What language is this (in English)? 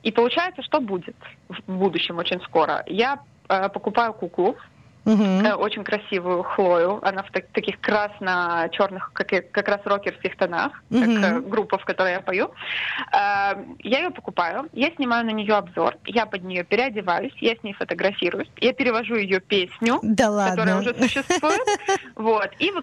Russian